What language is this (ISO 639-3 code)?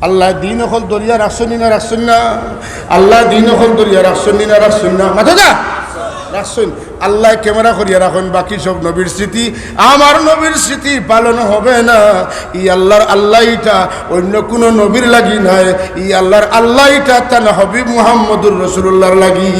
syl